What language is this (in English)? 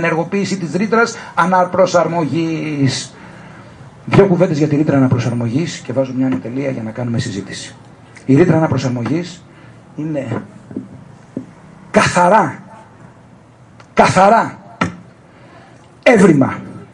Greek